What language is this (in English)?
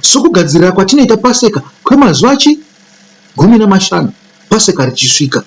Shona